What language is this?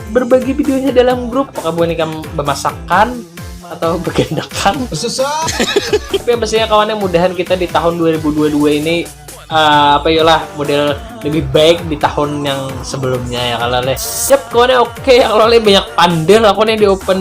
Banjar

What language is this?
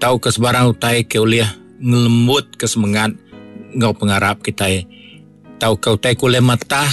Iban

